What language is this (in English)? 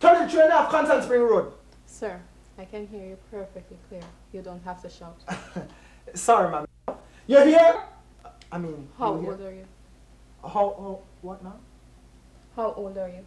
Jamaican Creole English